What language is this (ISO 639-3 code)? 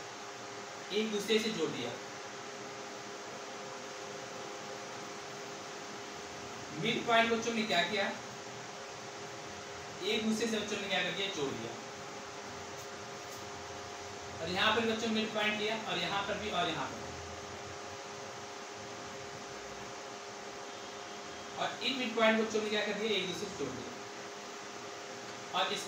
hin